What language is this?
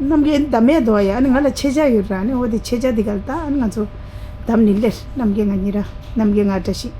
Tibetan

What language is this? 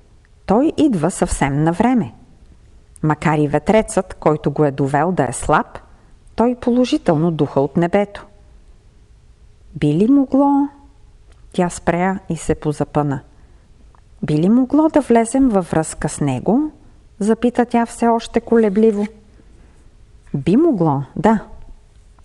Bulgarian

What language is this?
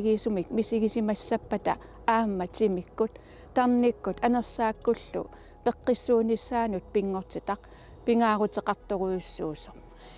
Kalaallisut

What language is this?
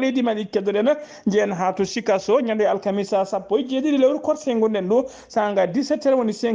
Fula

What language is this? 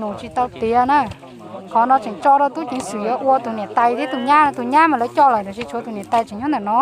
Hmong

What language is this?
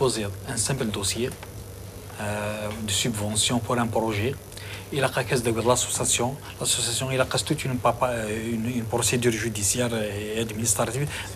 Kabyle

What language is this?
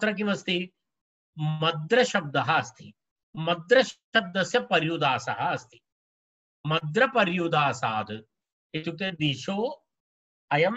Sanskrit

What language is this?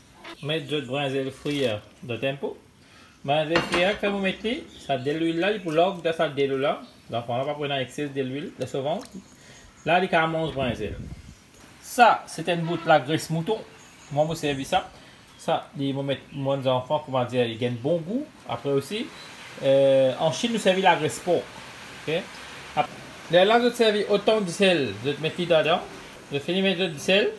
Morisyen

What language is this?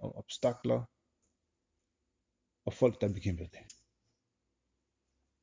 Danish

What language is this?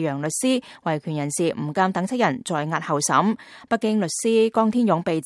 Cantonese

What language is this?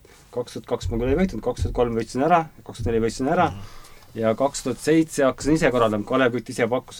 Estonian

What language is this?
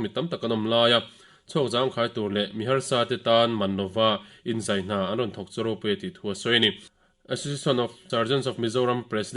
Mizo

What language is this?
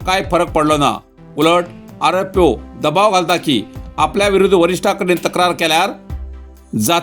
Konkani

